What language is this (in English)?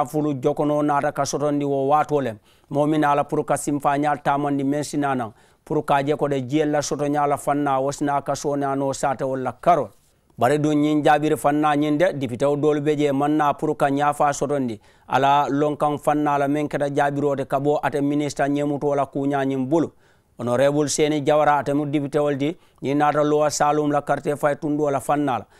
Mandingo